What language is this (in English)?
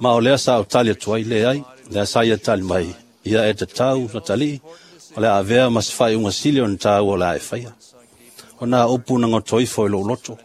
Samoan